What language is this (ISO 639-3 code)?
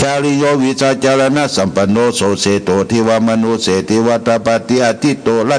pli